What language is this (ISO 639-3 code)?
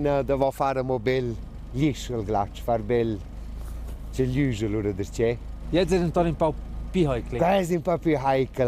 roh